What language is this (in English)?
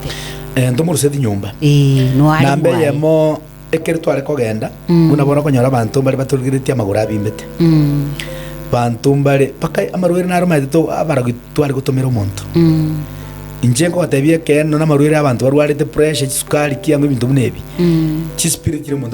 Gusii